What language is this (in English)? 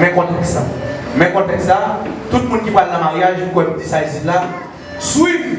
Haitian Creole